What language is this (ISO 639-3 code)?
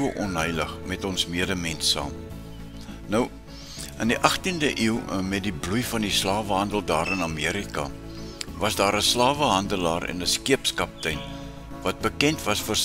afr